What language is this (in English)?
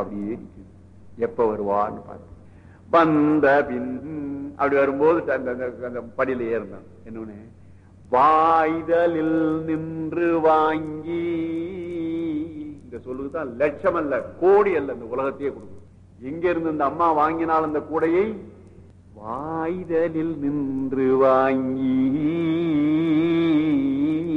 Tamil